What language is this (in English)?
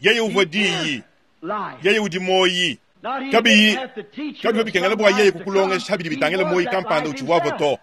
Luba-Lulua